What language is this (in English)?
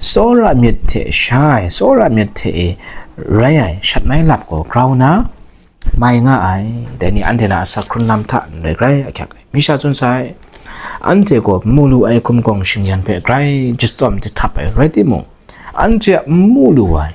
Kachin